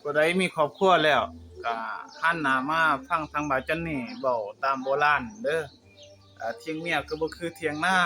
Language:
Lao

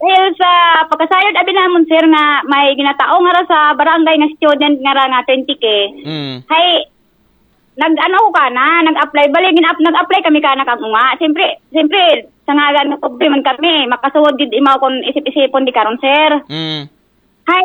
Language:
Aklanon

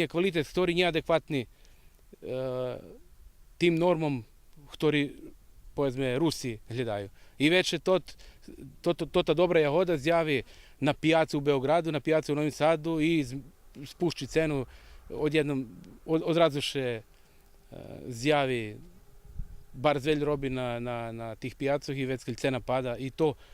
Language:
Rusyn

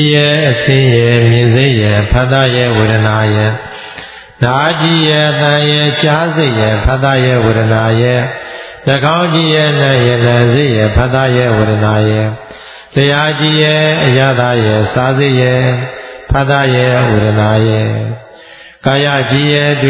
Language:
Burmese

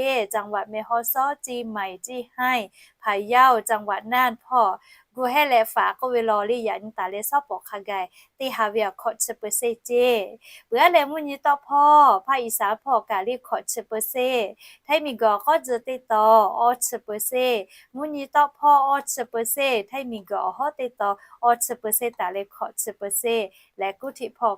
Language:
Lahu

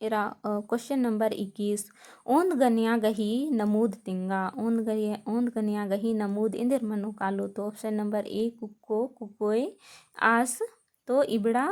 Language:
Kurukh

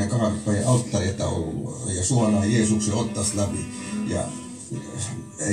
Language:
Finnish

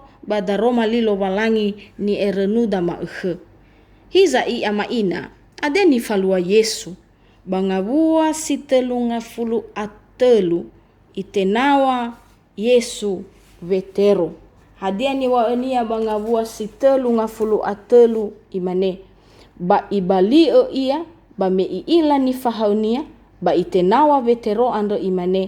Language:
Nias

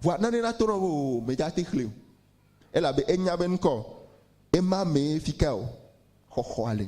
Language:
Ewe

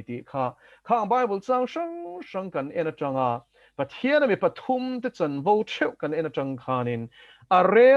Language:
Mizo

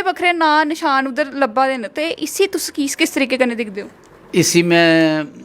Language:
Dogri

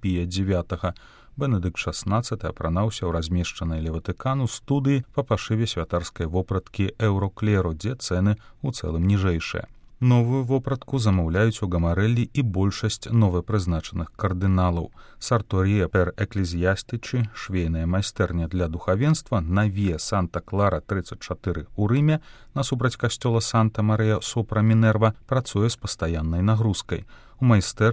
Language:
Belarusian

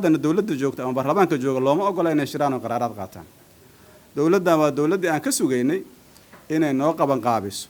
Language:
Somali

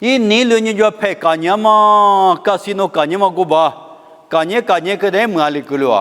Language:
Lisu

